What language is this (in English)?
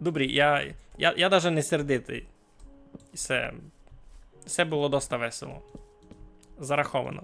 Rusyn